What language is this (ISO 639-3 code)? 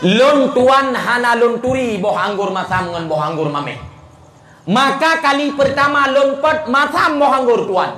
ace